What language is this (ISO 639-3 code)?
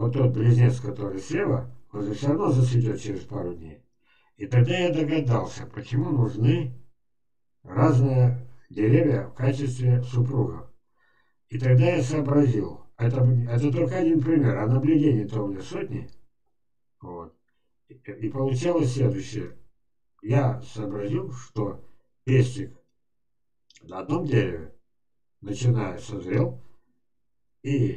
rus